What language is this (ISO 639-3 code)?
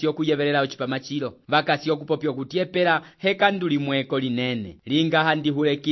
umb